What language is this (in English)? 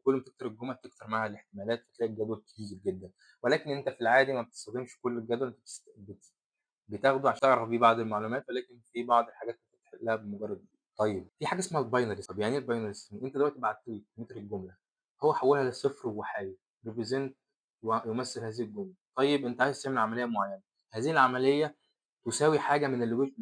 Egyptian Arabic